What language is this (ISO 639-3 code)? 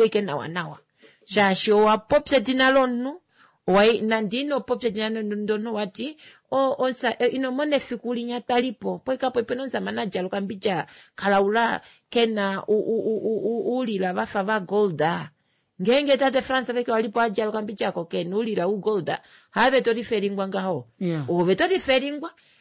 kua